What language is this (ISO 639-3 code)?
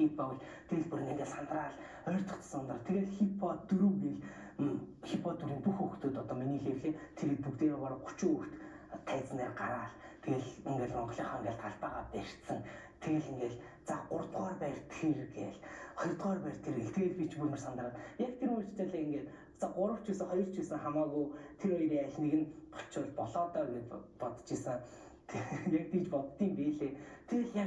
mon